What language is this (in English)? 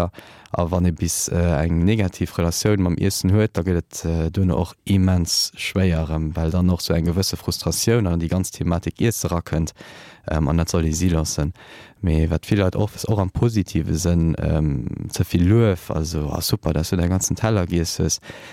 Luxembourgish